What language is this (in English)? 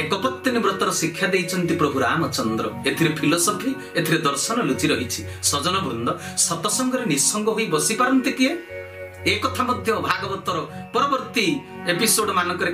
Odia